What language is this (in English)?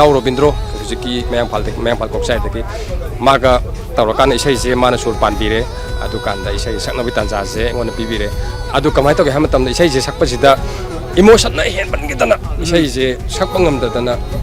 Manipuri